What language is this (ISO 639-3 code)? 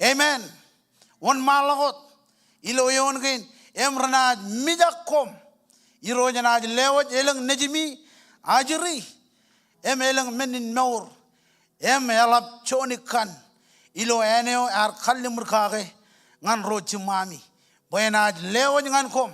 mah